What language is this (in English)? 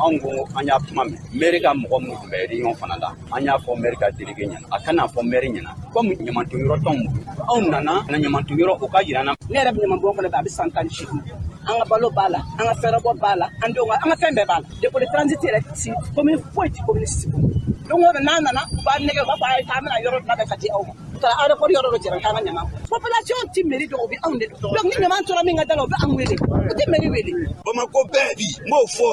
Bambara